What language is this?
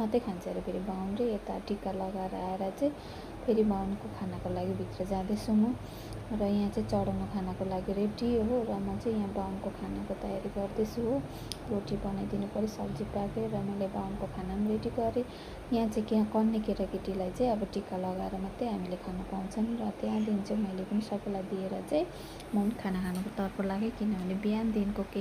Nepali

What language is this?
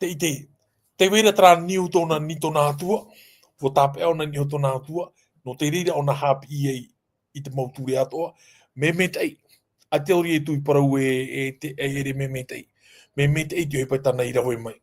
Tahitian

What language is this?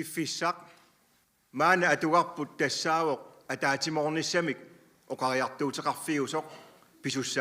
Kalaallisut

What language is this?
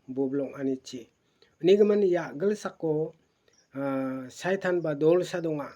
Garo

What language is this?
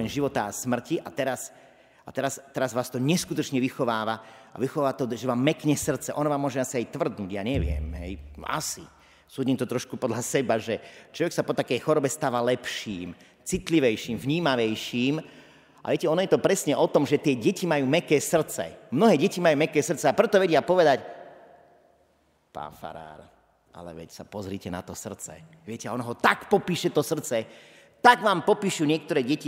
Slovak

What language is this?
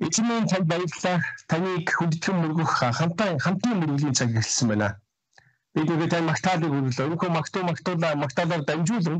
Mongolian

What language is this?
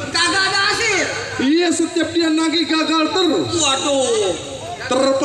Betawi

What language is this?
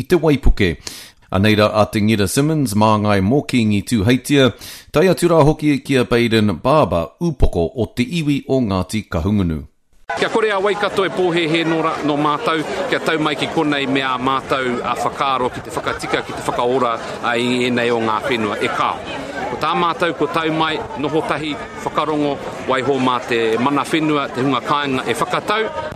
Māori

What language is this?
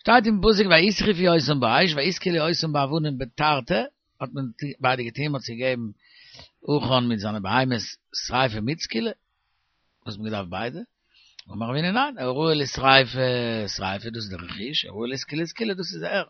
Yiddish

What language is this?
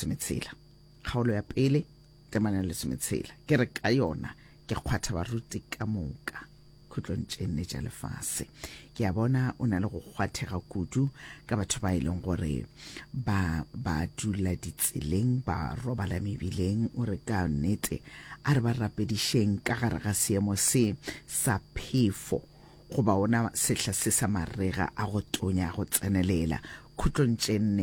Northern Sotho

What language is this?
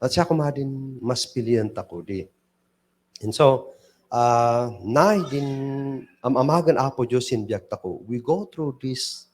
Kankanaey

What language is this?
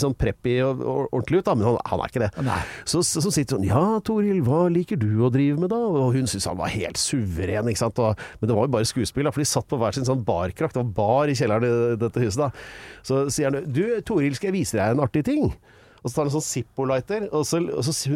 Norwegian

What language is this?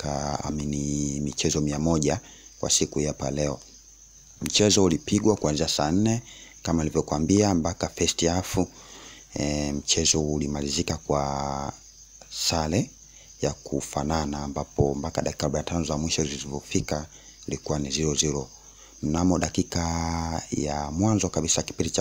Swahili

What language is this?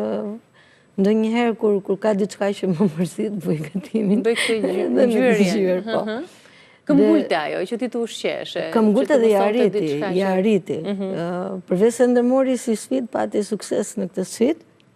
Albanian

